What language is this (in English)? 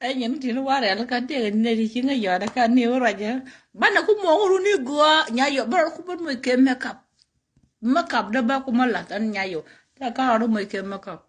Nuer